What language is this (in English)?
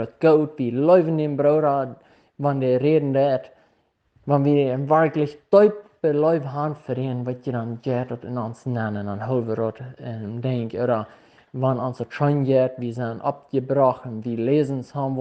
Plautdietsch